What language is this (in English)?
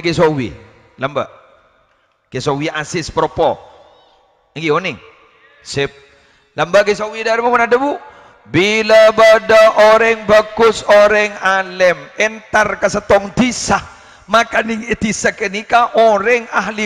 Madurese